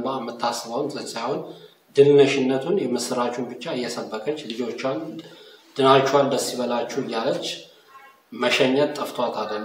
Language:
Amharic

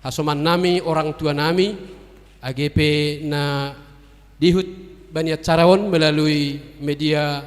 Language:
Batak Simalungun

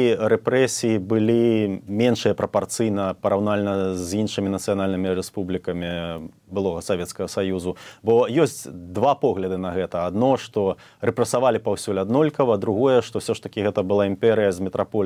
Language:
Belarusian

